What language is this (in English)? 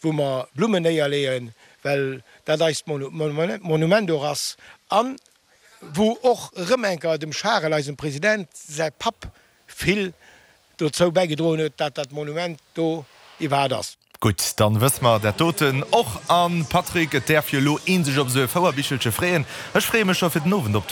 Luxembourgish